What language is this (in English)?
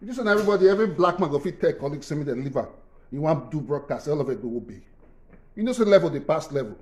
Nigerian Pidgin